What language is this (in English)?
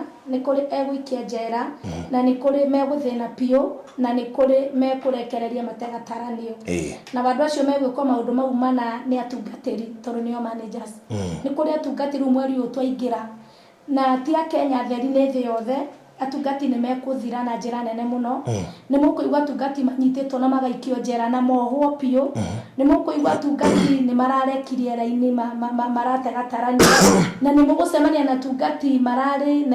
Kikuyu